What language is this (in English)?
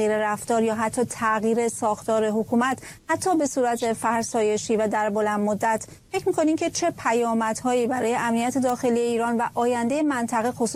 Persian